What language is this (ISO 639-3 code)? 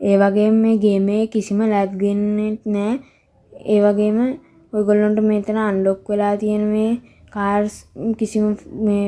sin